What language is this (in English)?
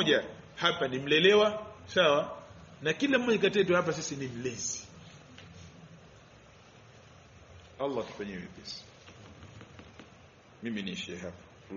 Swahili